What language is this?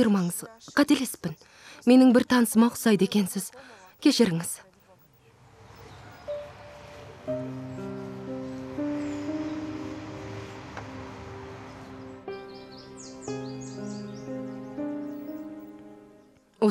Kazakh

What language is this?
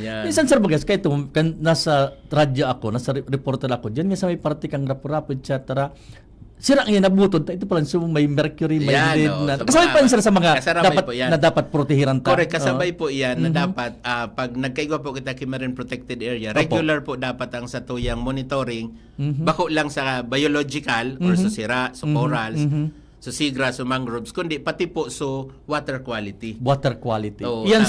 Bikol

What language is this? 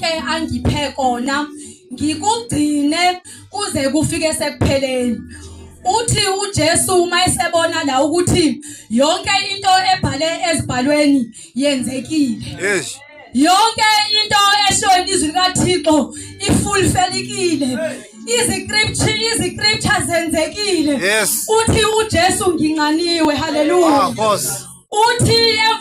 Zulu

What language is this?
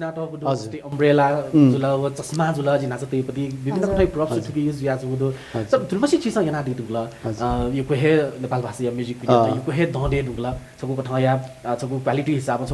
Newari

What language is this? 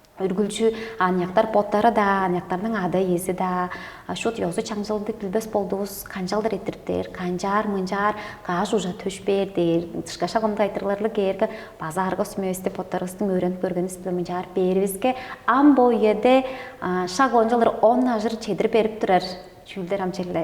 Tuvinian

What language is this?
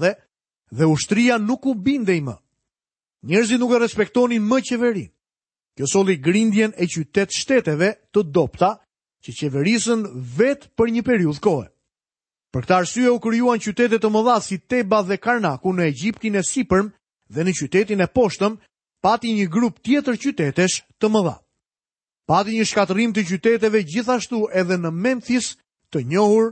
Albanian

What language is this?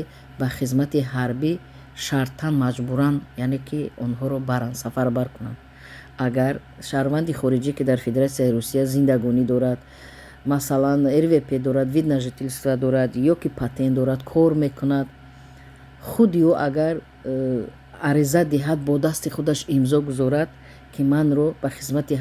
Tajik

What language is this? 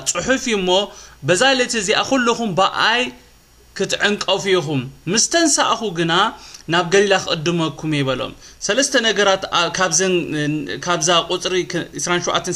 Tigrinya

